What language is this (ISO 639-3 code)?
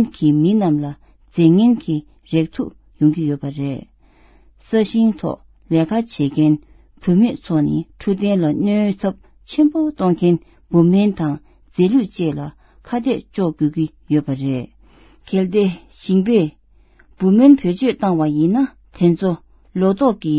bod